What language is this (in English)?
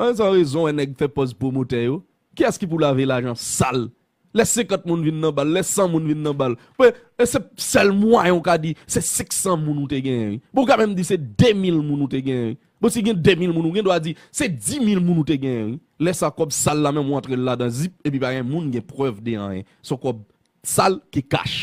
Haitian Creole